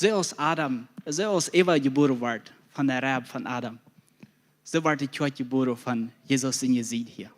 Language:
Plautdietsch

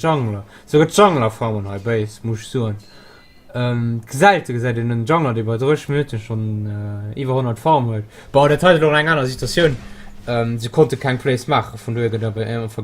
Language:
Luxembourgish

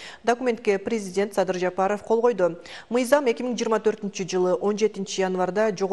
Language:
Kyrgyz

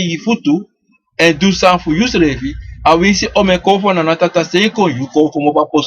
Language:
Sranan Tongo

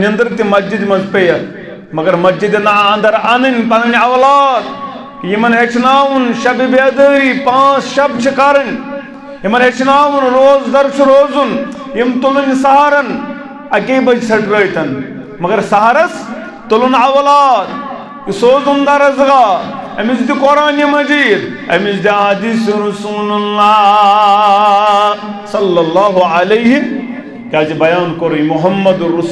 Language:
Kashmiri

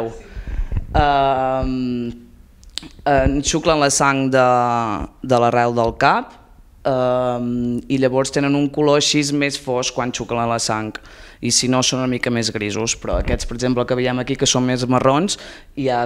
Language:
Catalan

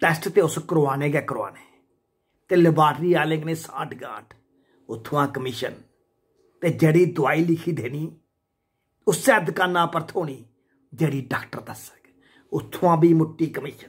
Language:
Dogri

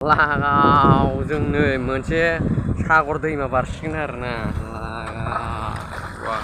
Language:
Bodo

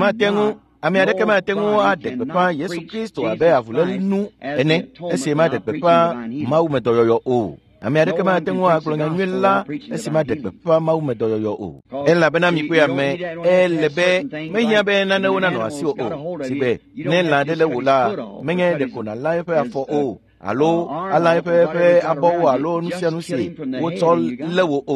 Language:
Ewe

